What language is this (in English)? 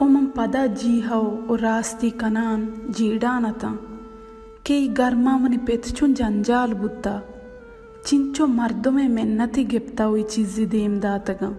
Baluchi